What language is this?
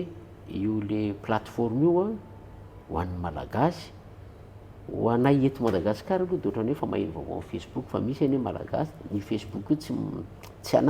Malagasy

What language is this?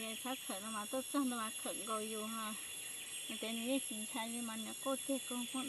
Hmong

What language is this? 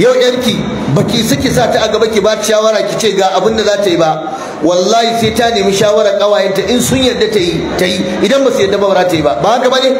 Hausa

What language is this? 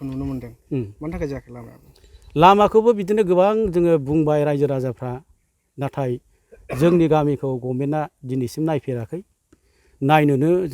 Bodo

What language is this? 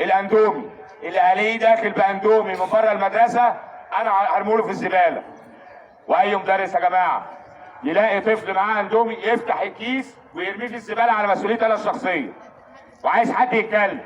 Egyptian Arabic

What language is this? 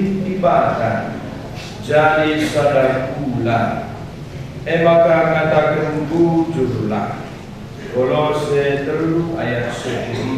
Batak Karo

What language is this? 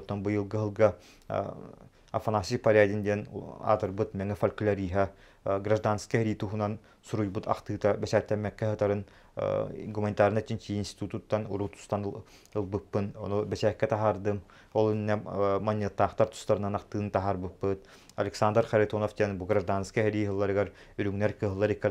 Yakut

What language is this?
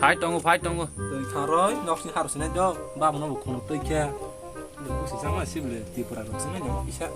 Kok Borok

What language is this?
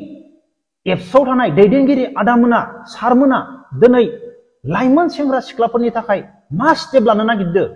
Bodo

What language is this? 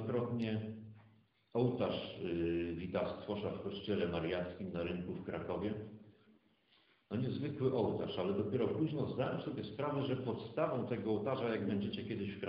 Polish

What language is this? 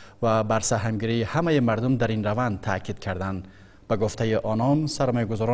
Persian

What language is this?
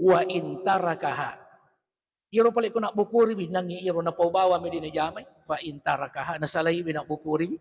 Buginese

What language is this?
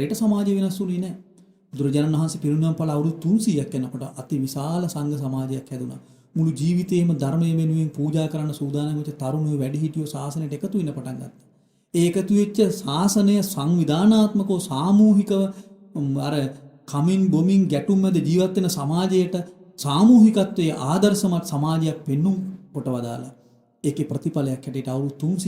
Sinhala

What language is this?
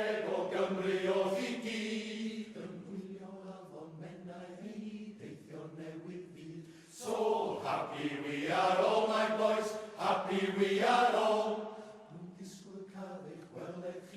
Welsh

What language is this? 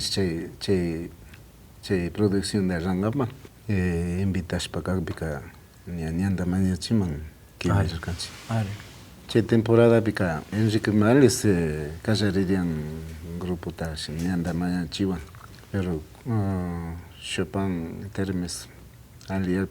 Imbabura Highland Quichua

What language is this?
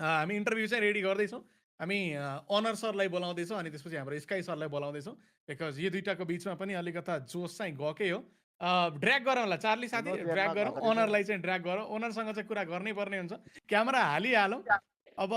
Nepali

